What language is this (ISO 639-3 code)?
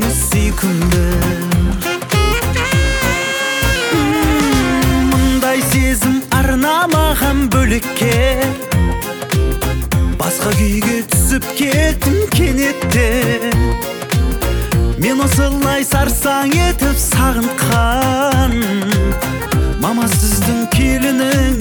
kaz